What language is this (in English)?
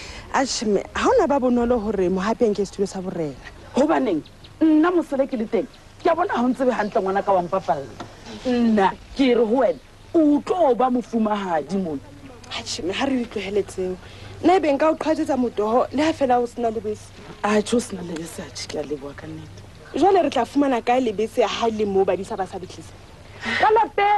Southern Sotho